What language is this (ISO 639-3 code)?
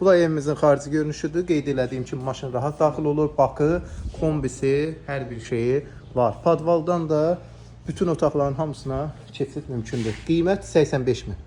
aze